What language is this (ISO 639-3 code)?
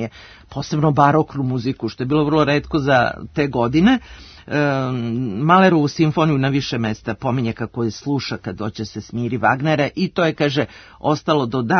srp